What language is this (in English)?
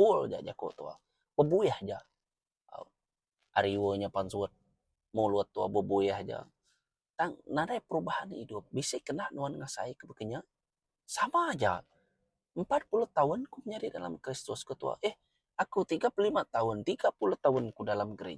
Iban